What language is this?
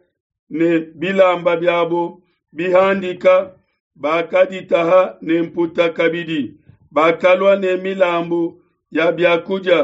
Luba-Lulua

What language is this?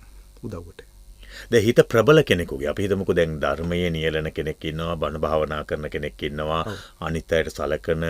Sinhala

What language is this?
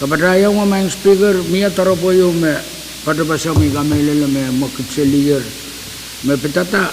Pohnpeian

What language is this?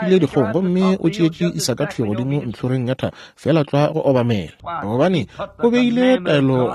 Northern Sotho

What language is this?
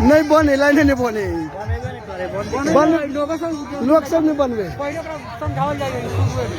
Maithili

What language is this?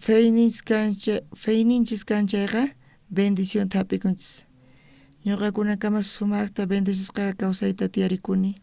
South Bolivian Quechua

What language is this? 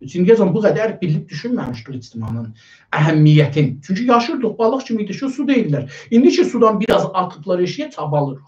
South Azerbaijani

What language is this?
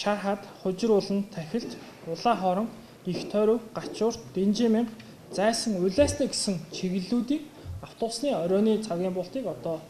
Mongolian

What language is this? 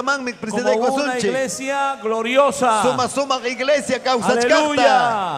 Ayacucho Quechua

